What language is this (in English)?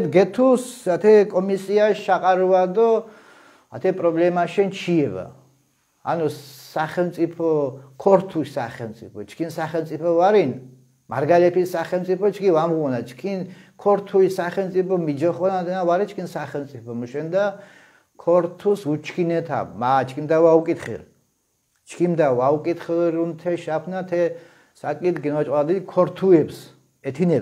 Mingrelian